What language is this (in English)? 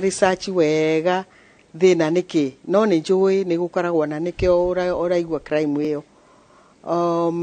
Kikuyu